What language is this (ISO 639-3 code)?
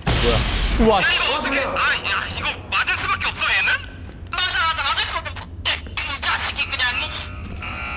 kor